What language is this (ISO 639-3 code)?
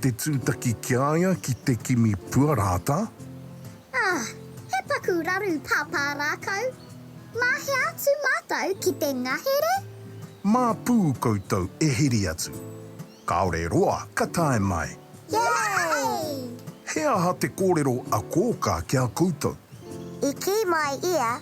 mri